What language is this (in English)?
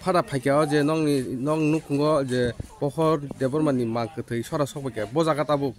Kok Borok